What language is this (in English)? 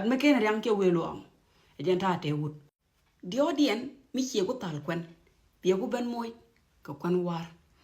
Nuer